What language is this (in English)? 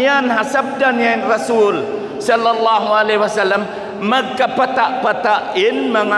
Tausug